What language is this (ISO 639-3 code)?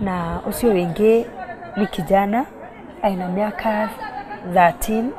mer